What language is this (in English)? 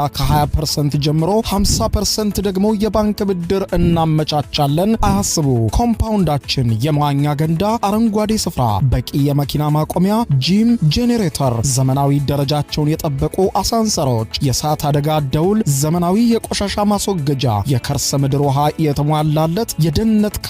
Amharic